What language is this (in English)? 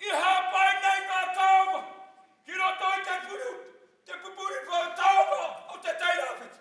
Māori